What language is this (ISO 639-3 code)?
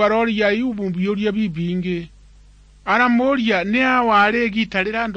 mer